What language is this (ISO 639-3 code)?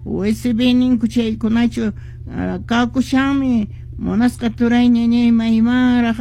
que